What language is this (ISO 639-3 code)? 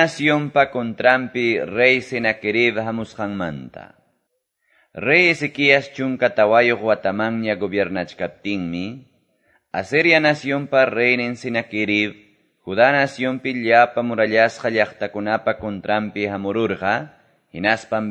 que